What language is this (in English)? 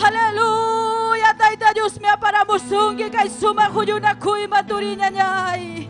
Ayacucho Quechua